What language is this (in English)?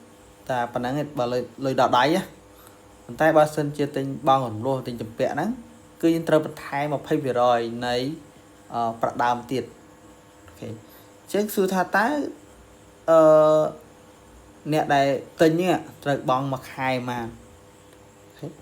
Khmer